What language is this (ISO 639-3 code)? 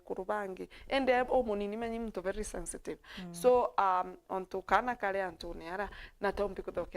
mer